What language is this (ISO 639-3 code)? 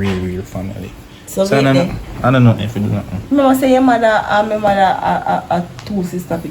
jam